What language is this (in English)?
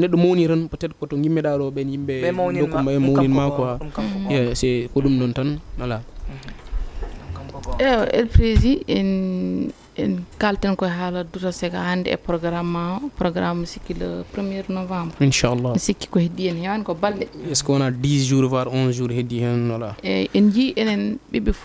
Fula